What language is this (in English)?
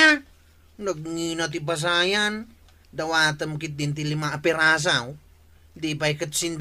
Iloko